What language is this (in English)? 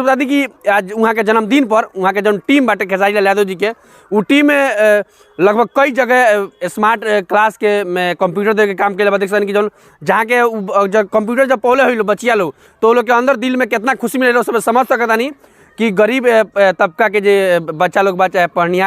Bhojpuri